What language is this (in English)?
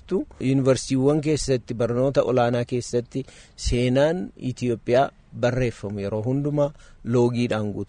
Oromo